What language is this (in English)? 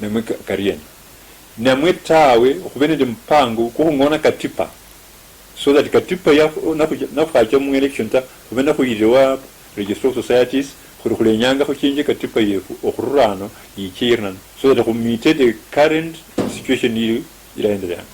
Luyia